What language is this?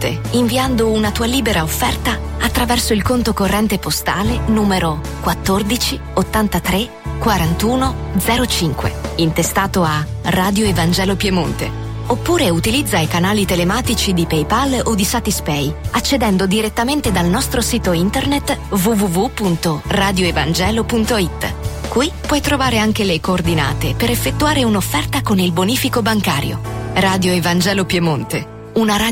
Italian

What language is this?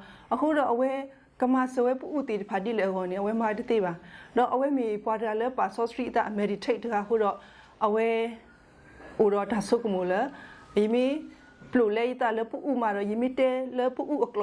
S'gaw Karen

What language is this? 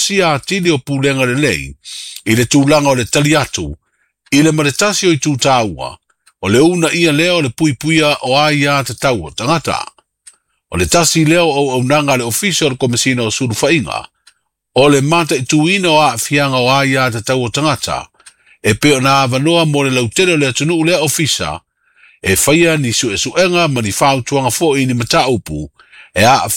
Samoan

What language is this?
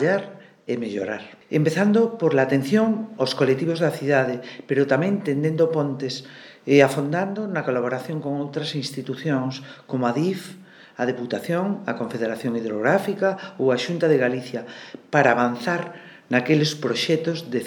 Galician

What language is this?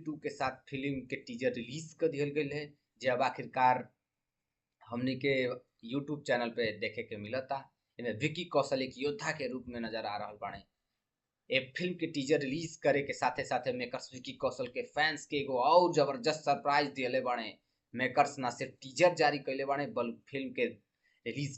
Bhojpuri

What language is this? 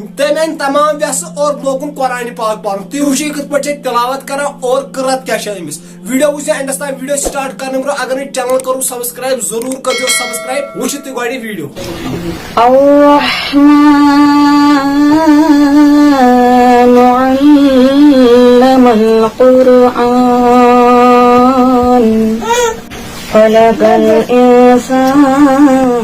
Kashmiri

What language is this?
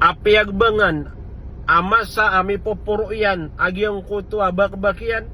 Maranao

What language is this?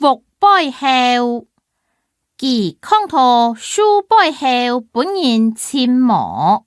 Hakka Chinese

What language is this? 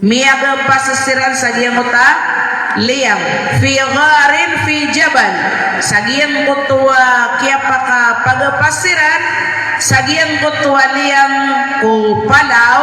Maranao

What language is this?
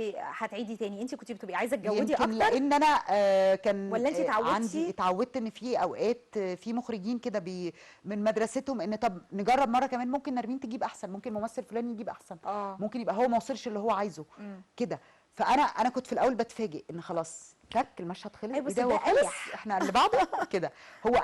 Egyptian Arabic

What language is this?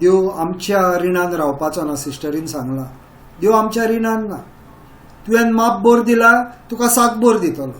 Konkani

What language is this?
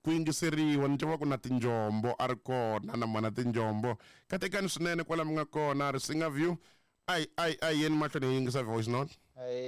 Tsonga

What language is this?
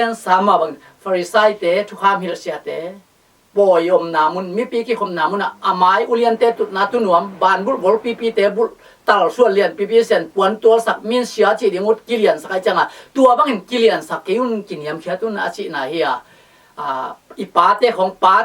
Tedim Chin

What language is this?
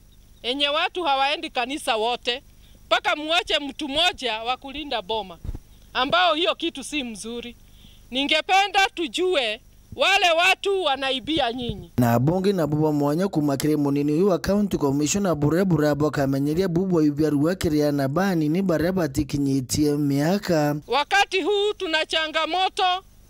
Meru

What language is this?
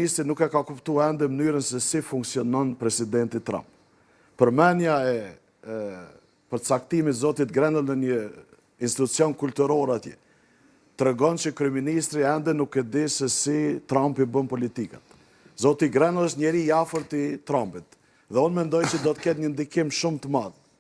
Albanian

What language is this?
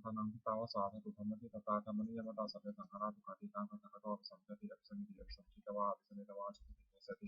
Pali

